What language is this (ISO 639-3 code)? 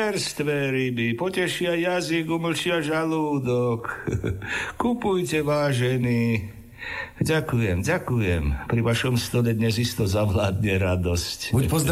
slk